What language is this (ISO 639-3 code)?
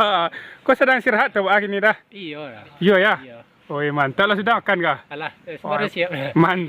min